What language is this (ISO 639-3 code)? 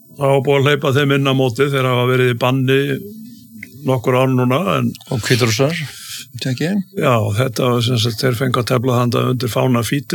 isl